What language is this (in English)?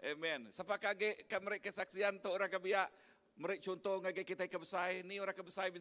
Iban